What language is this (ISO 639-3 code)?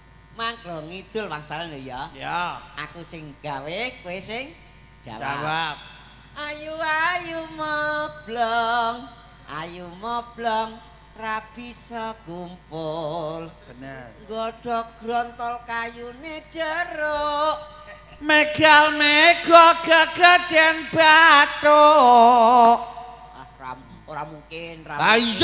jav